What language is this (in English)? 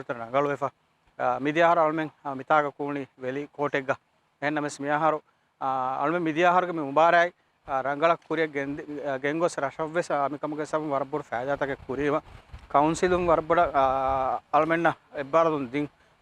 Divehi